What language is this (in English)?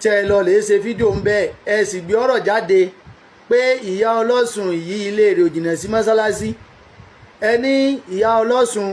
Yoruba